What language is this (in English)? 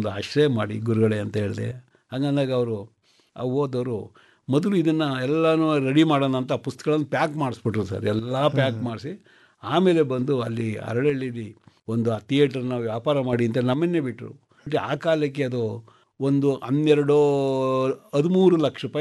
Kannada